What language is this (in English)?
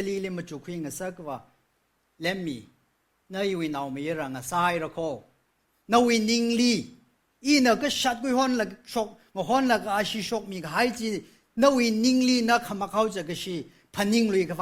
Tangkhul Naga (India)